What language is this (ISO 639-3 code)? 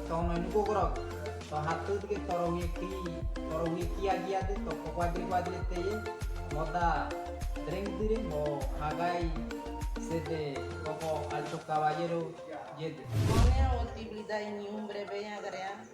gym